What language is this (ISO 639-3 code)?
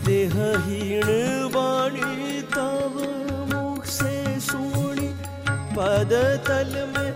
hin